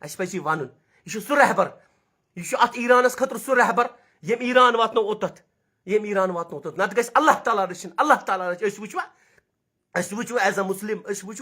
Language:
Kashmiri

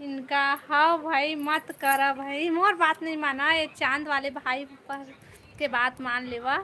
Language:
Chhattisgarhi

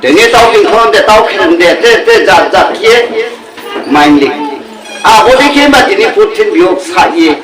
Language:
Riang (India)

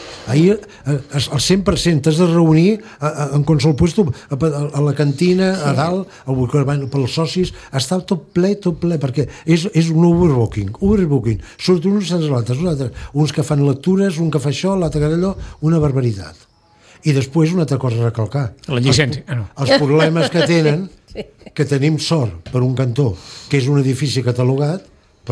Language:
Catalan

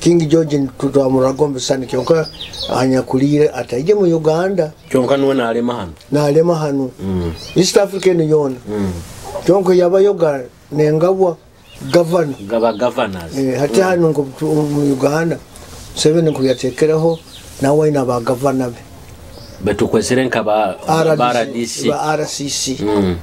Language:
Nyoro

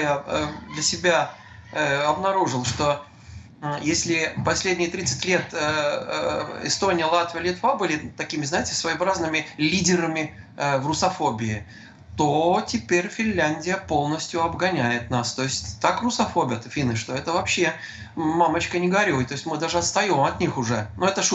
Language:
Russian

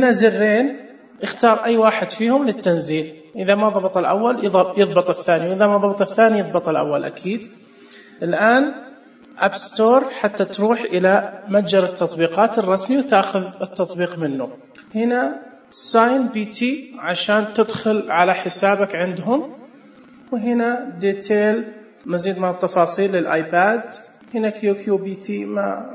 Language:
Najdi Arabic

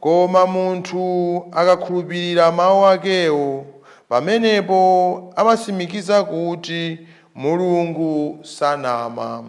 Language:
Nyanja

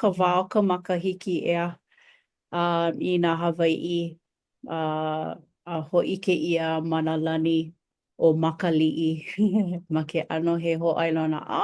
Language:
Hawaiian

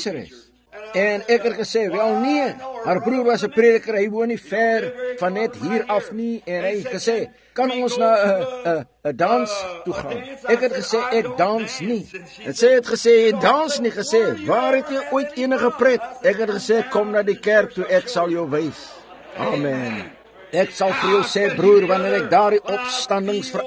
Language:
Afrikaans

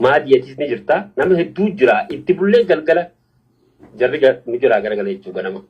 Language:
Oromo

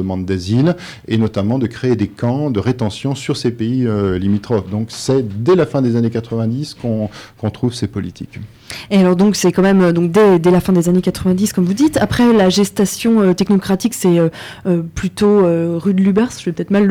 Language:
French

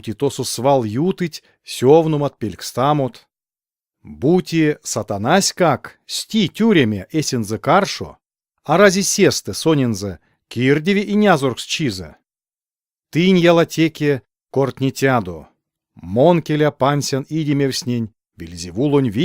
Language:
Erzya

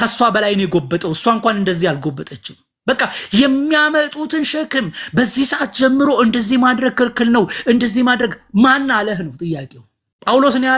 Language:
Amharic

